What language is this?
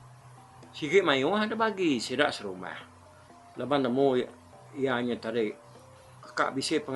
Iban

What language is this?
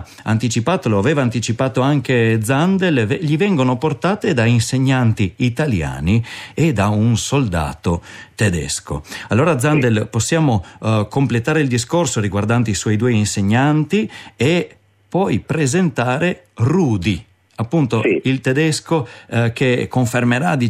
Italian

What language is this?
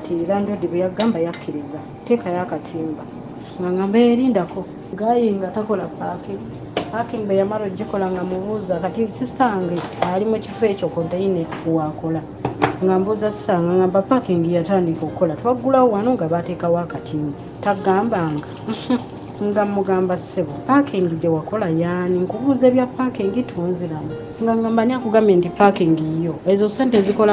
Ganda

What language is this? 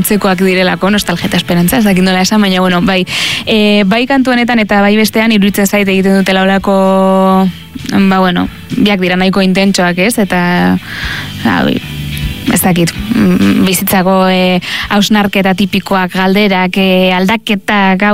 Basque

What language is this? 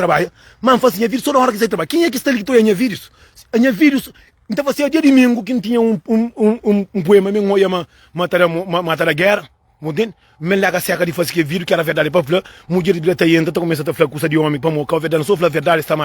Kabuverdianu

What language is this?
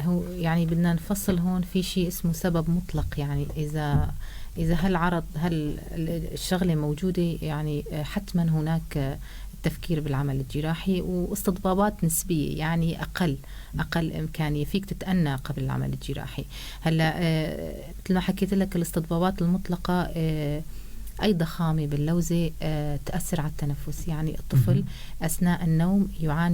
North Levantine Arabic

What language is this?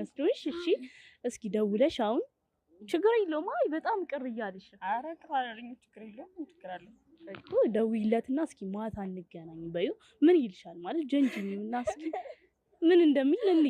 Amharic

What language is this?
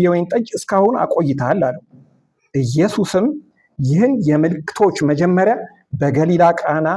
Amharic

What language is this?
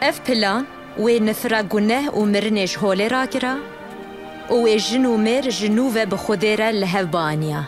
Kurdish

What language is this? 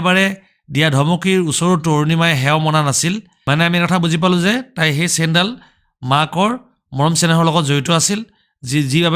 Assamese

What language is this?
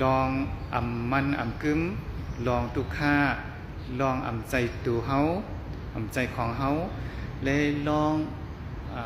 Shan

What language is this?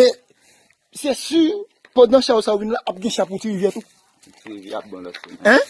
Haitian Creole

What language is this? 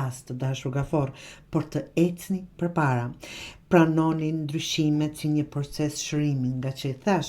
Albanian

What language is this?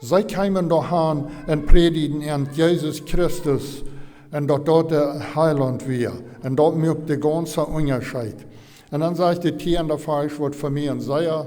Plautdietsch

